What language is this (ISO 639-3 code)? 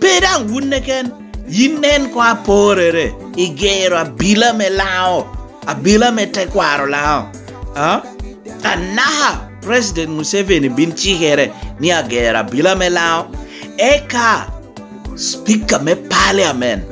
laj